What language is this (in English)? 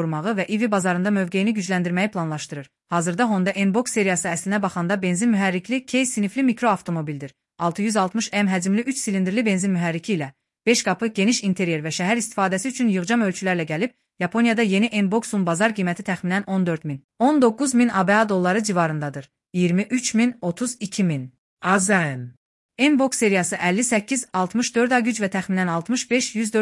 Azerbaijani